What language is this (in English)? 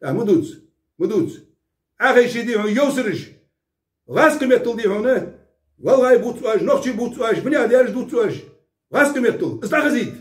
Ingush